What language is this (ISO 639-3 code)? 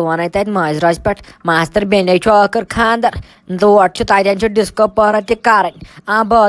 kas